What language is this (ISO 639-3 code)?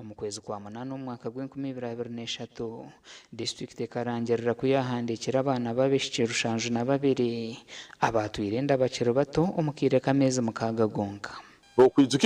nyn